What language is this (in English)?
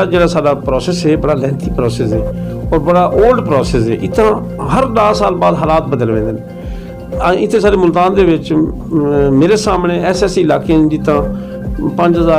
Saraiki